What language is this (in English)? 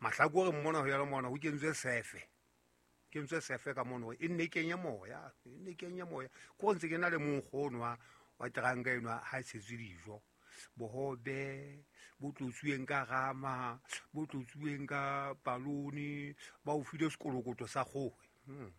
Southern Sotho